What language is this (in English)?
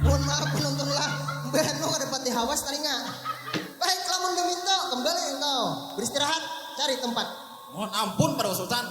Banjar